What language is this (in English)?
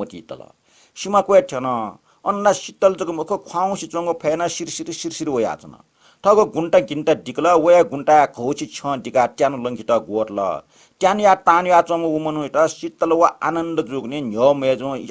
Newari